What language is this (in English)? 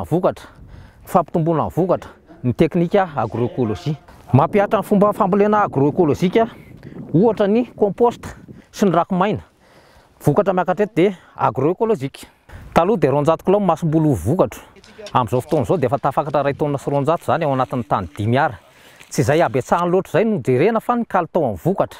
Malagasy